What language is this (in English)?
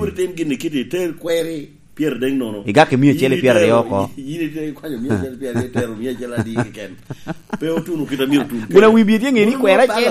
Lango (Uganda)